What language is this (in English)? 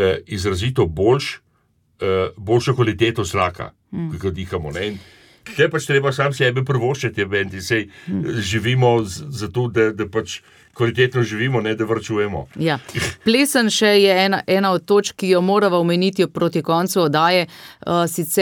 Slovenian